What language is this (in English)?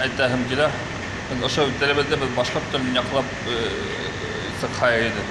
Bashkir